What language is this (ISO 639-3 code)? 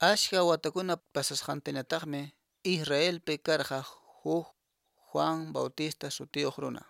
que